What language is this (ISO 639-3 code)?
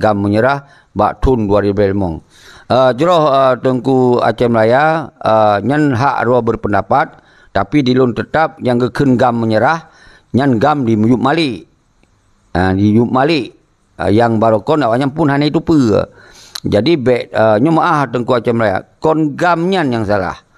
ace